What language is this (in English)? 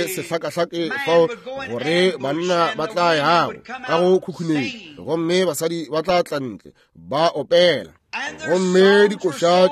Northern Sotho